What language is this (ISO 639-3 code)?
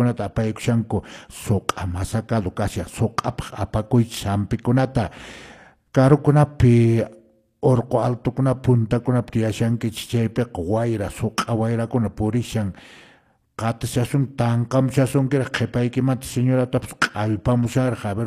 que